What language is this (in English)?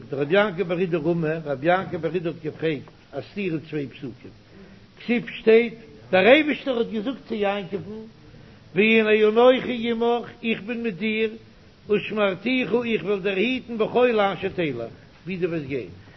Yiddish